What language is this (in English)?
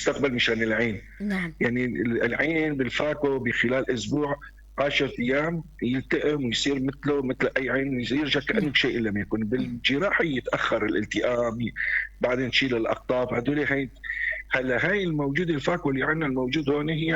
North Levantine Arabic